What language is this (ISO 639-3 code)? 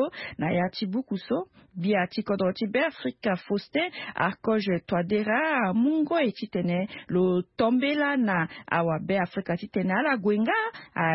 sag